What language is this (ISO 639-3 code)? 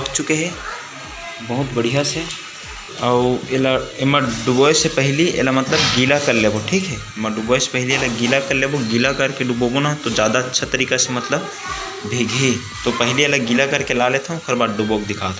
hne